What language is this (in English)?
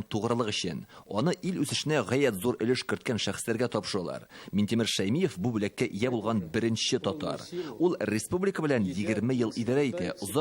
Tatar